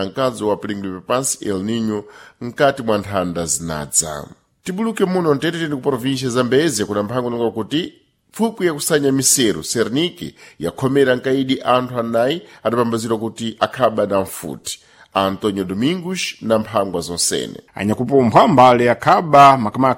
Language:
Sena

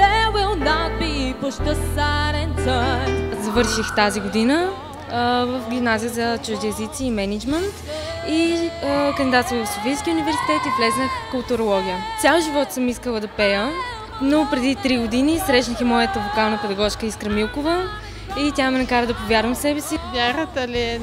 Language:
Bulgarian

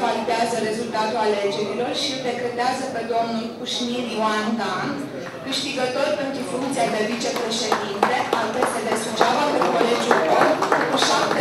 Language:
Romanian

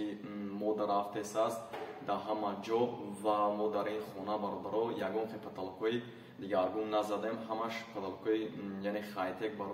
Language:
Tajik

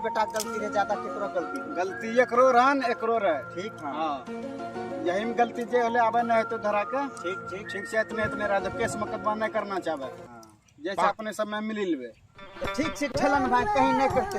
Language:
Maithili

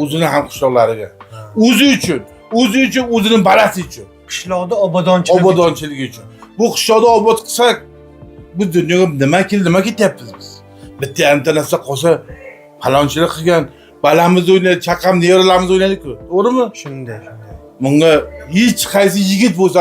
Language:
Uzbek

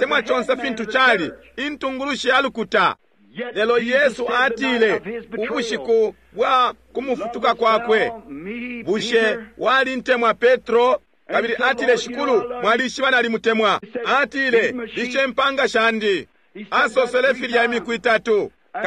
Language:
Bemba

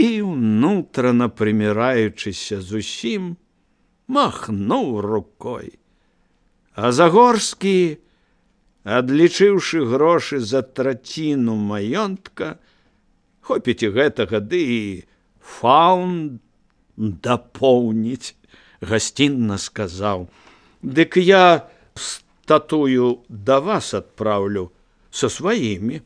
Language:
Belarusian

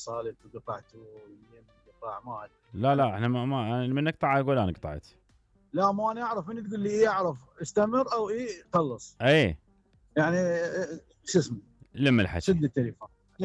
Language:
Mesopotamian Arabic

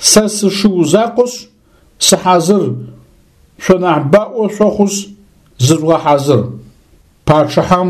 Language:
Adyghe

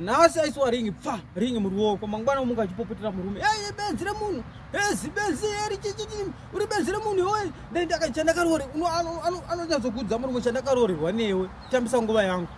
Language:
Shona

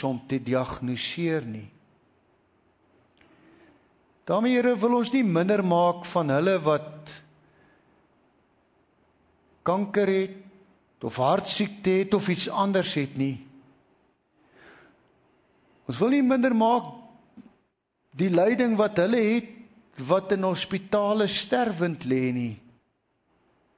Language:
Afrikaans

